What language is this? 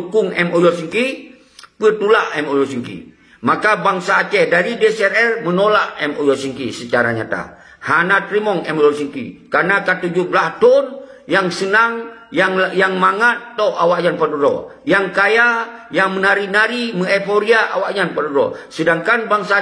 Achinese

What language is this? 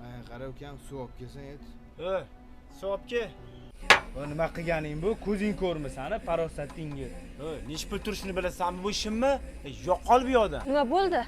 Uzbek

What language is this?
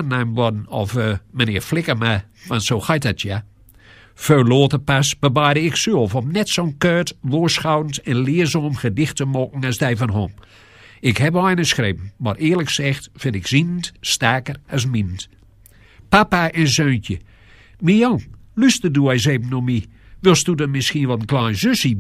Gronings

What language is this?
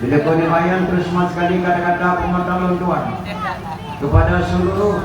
Achinese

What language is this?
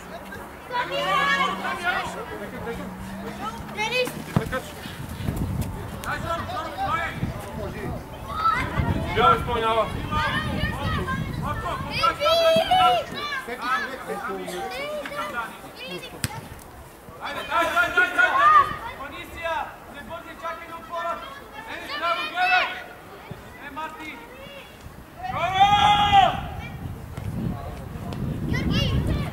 Bulgarian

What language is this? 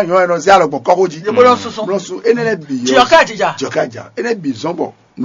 Fon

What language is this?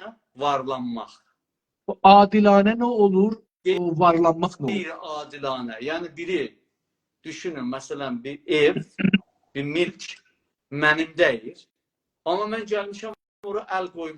South Azerbaijani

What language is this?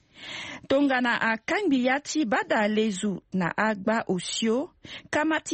Sango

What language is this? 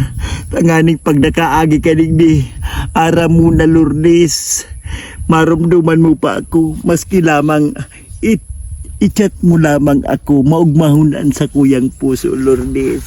Bikol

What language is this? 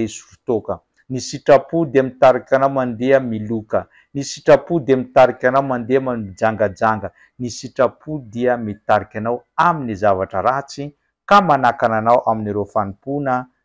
Malagasy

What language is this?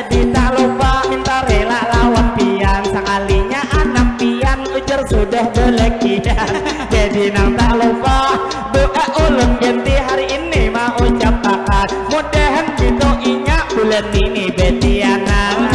Banjar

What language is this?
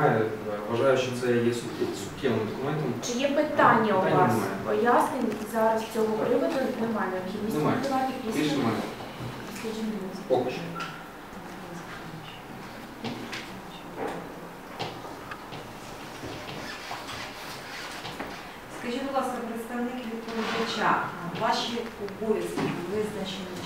Ukrainian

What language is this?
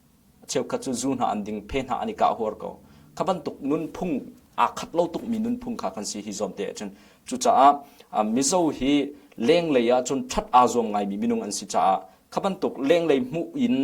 Hakha Chin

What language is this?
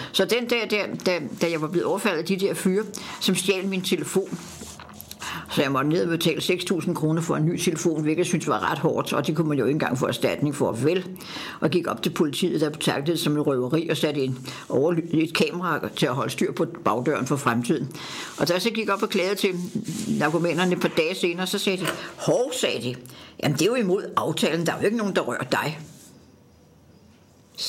Danish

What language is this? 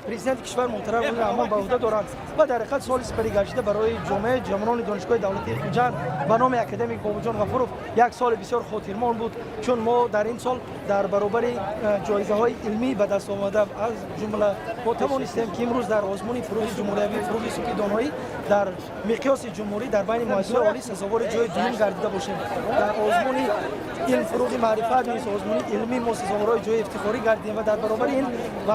Tajik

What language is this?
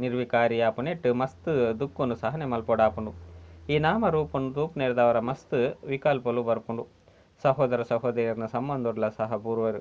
Tulu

